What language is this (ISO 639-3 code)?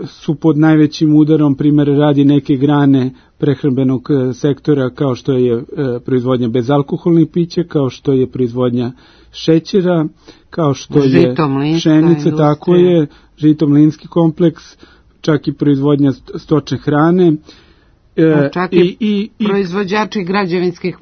srp